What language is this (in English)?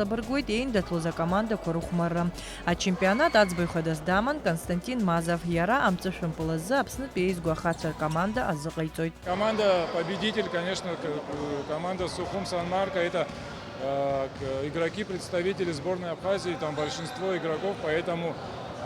Abkhazian